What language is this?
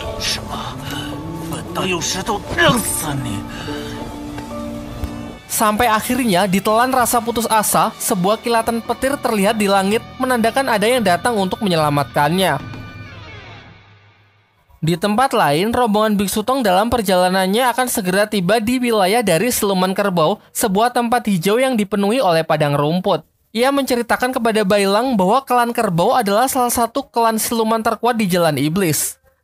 Indonesian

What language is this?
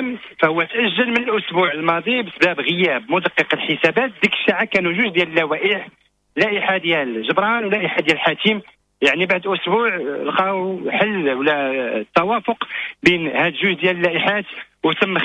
Moroccan Arabic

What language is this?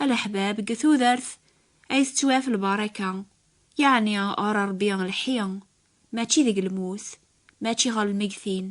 Kabyle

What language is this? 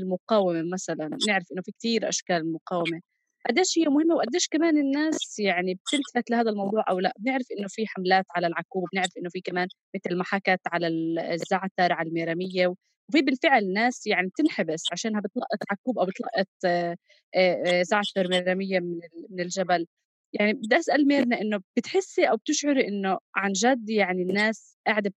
North Levantine Arabic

